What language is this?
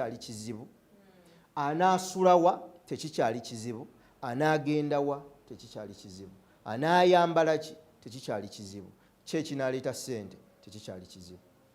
Ganda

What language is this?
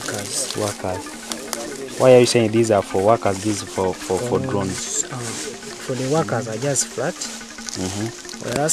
English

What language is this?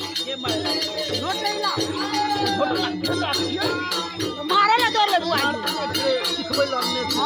Maithili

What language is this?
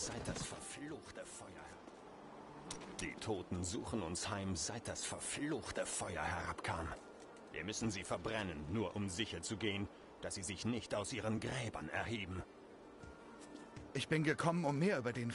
German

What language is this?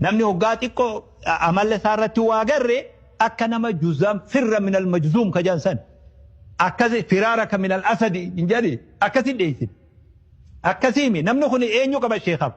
Oromo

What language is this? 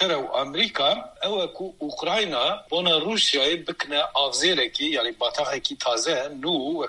Kurdish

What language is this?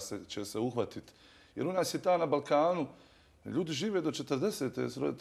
Bosnian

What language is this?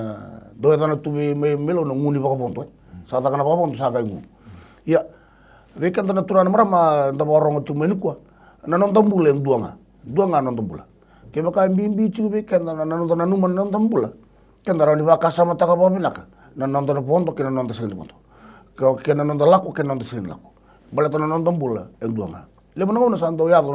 Fijian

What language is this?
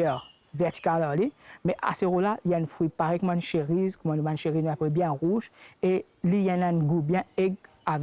Morisyen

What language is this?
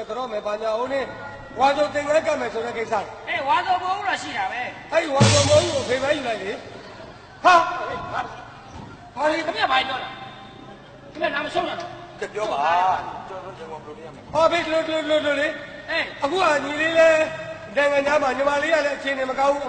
Burmese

